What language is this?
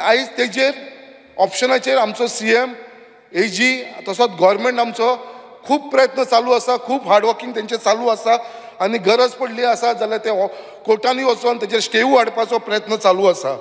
Konkani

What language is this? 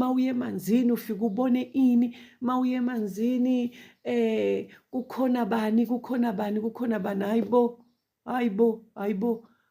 Zulu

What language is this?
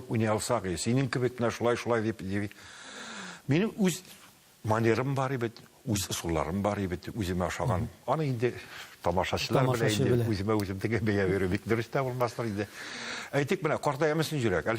Tatar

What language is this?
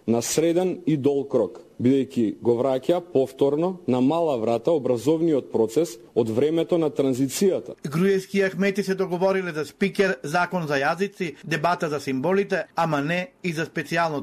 Macedonian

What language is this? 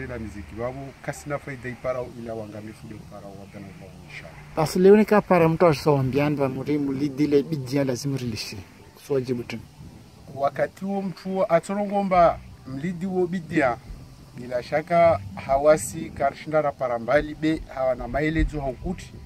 Swahili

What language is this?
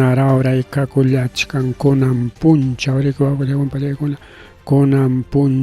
Ayacucho Quechua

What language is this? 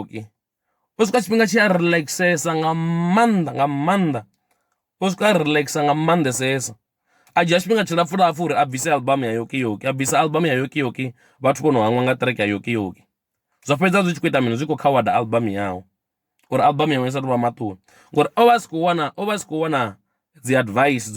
Venda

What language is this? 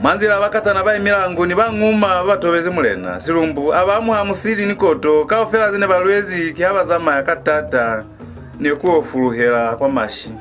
Lozi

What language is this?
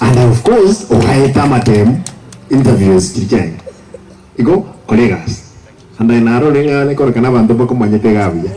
Gusii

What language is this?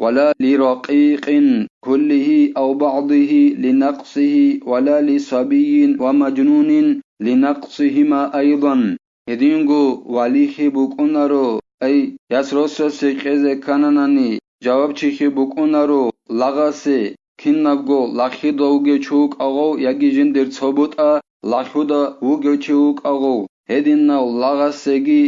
Avaric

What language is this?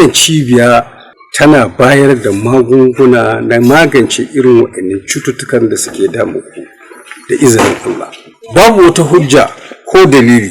Hausa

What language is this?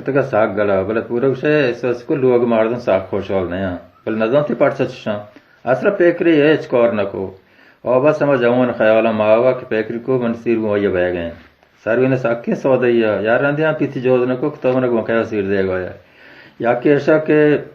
Baluchi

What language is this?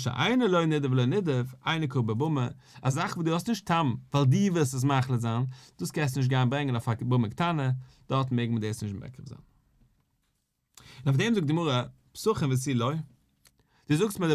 Yiddish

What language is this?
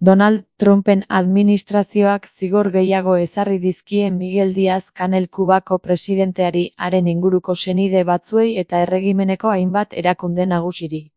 Basque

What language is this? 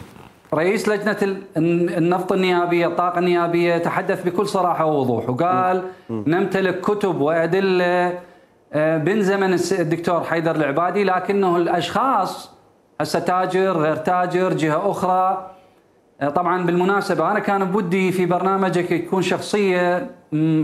Mesopotamian Arabic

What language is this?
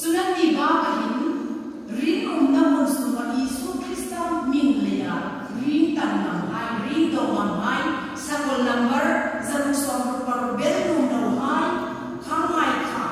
Hmar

